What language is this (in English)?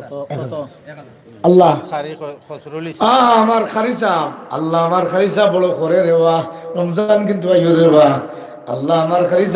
Sylheti